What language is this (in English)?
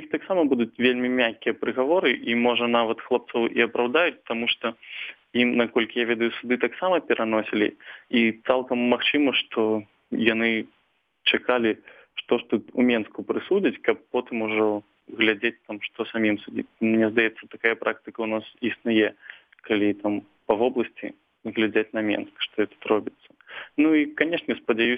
Belarusian